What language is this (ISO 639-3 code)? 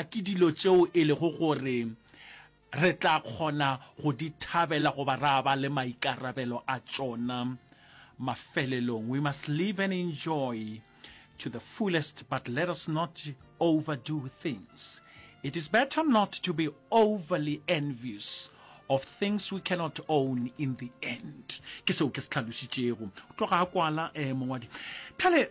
nso